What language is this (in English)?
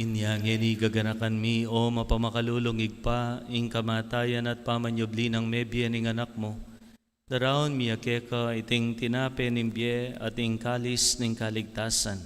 Pampanga